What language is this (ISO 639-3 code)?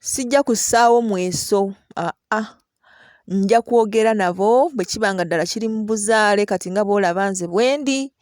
lug